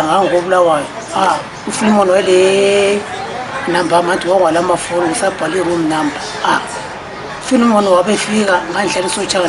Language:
North Ndebele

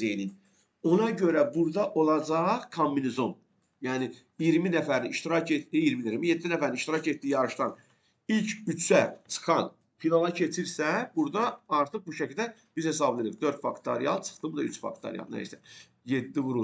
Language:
Azerbaijani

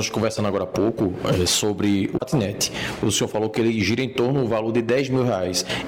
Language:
Portuguese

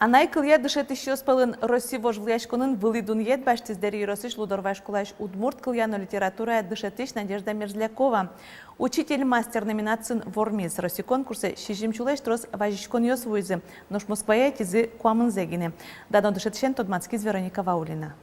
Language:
Udmurt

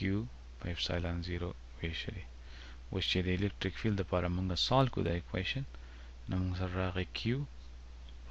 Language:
Pashto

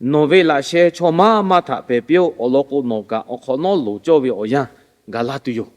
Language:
Lahu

